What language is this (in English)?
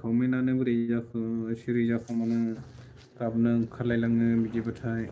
Bodo